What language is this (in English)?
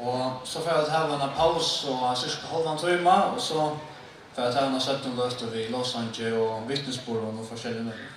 Faroese